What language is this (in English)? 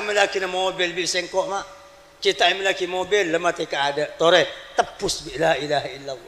Madurese